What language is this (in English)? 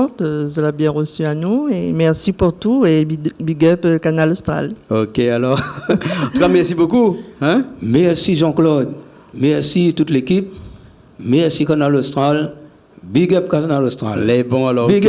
Réunion Creole French